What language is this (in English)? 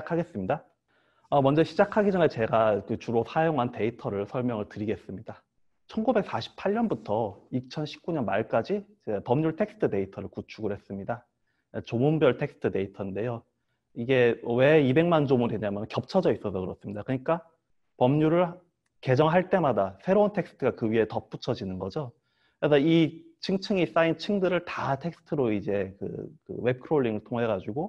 Korean